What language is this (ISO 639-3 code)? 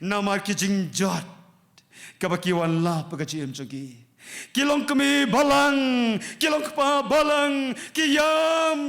kha